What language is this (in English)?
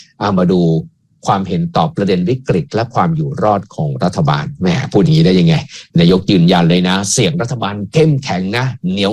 Thai